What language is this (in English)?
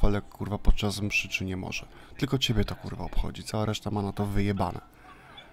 Polish